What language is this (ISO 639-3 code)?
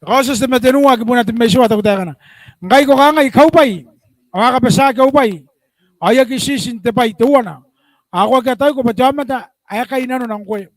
gil